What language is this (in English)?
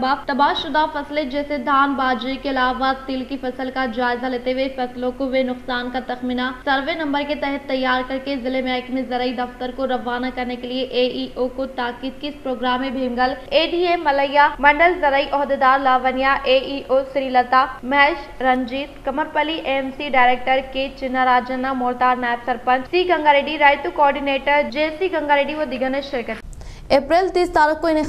Urdu